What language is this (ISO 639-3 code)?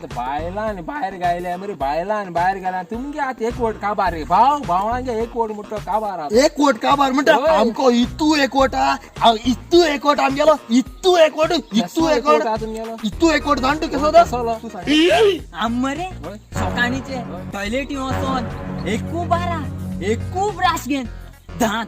kok